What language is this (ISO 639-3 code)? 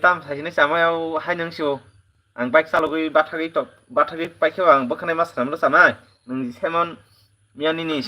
trp